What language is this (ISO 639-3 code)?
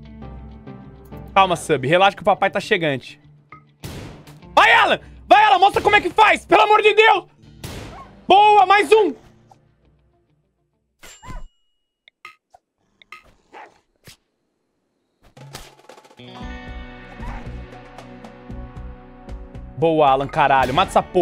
por